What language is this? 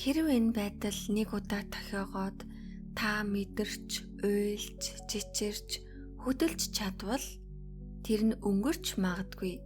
Mongolian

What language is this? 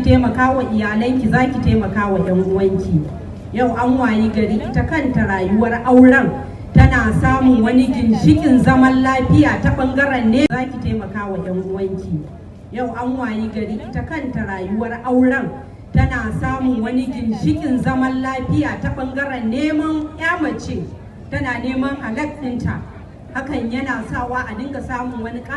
Hausa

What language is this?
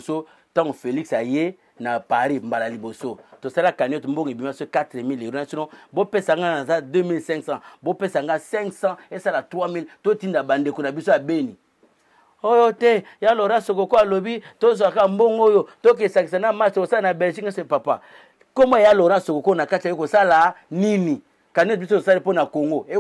Lingala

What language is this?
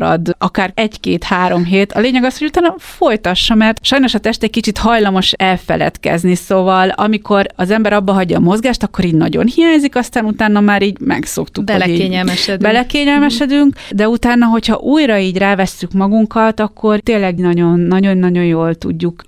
Hungarian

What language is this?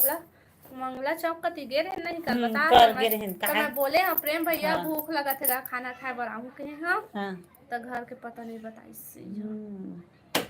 Chhattisgarhi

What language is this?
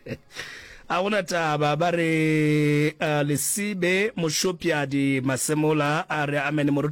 Northern Sotho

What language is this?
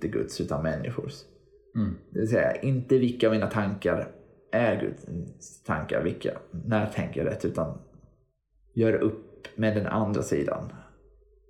Swedish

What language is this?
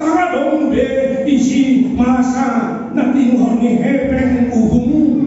Batak Toba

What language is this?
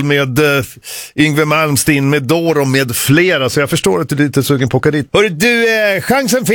Swedish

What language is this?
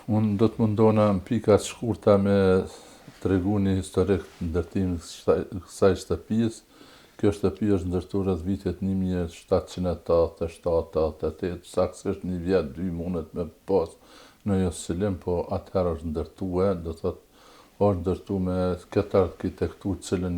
Albanian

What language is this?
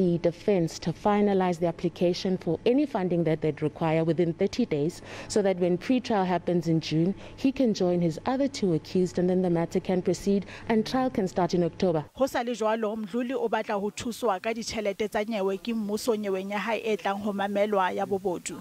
Southern Sotho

